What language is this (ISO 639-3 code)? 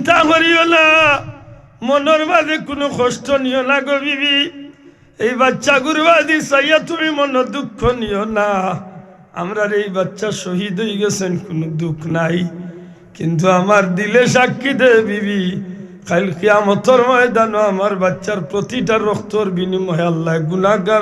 syl